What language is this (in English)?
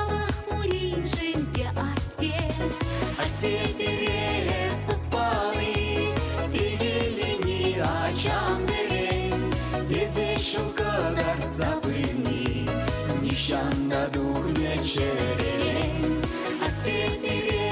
Chuvash